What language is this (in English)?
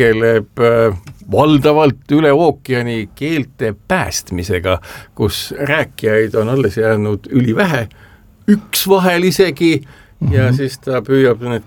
Estonian